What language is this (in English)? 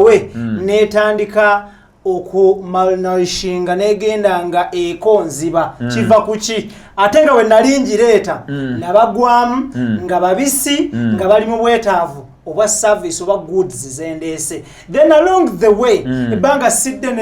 Ganda